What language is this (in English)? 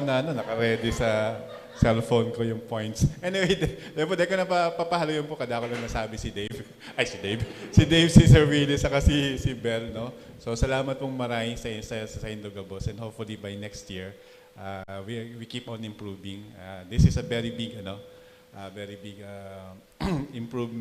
Bikol